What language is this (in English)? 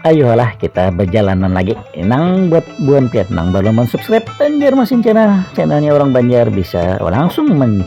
Banjar